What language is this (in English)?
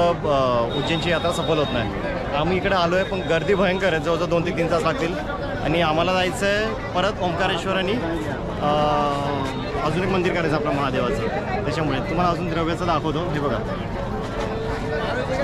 Marathi